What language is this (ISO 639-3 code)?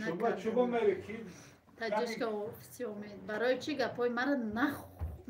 tgk